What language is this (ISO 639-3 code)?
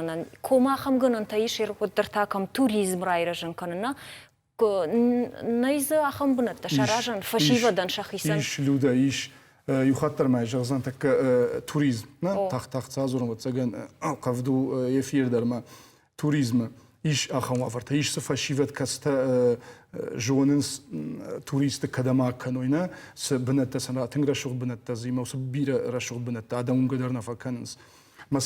oss